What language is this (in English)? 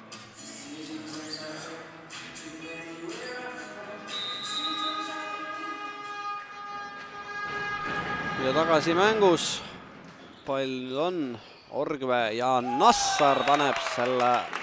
Estonian